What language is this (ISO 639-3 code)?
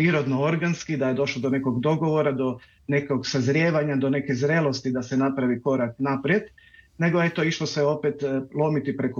hrv